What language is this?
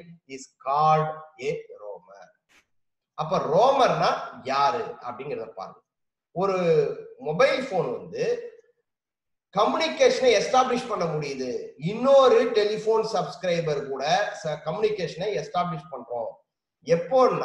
Tamil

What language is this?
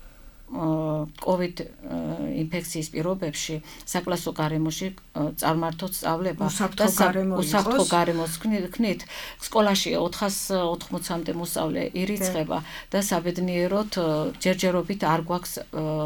Georgian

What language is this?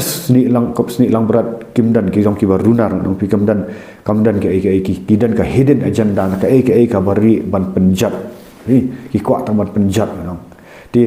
Khasi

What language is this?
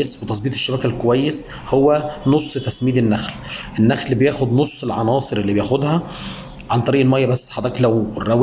Egyptian Arabic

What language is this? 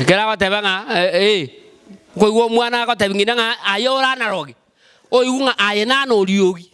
Gusii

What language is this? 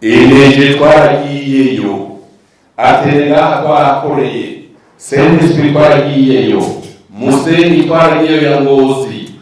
Rundi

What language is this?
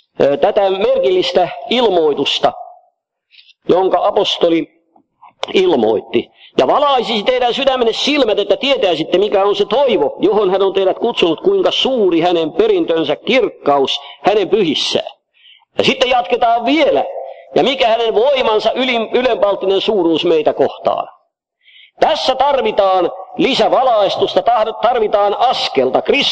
Finnish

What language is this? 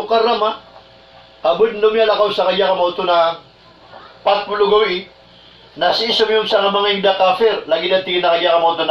Maranao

